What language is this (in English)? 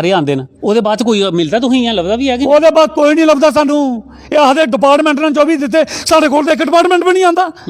Dogri